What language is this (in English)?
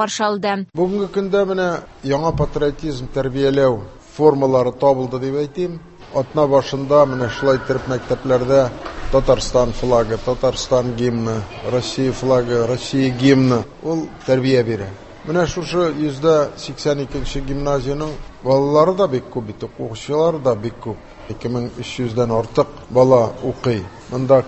Tatar